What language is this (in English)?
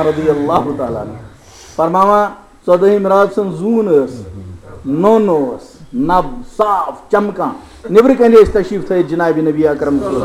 Kashmiri